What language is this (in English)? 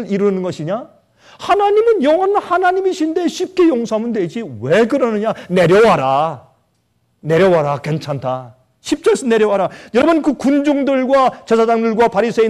Korean